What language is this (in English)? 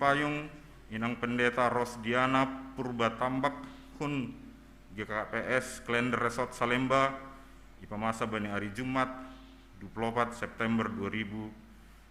Batak Simalungun